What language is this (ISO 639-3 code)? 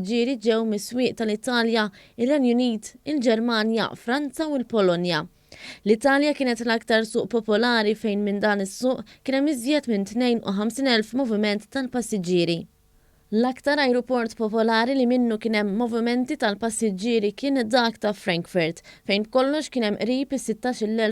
mlt